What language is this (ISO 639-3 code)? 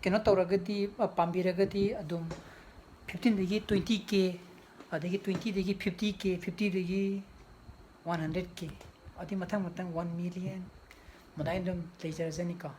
mni